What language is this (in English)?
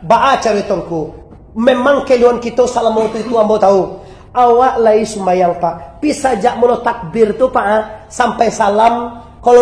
Minangkabau